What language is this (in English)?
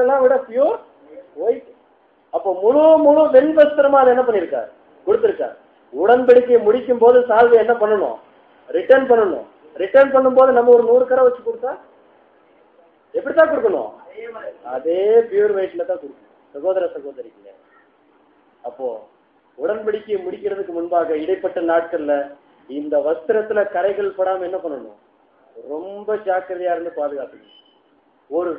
Tamil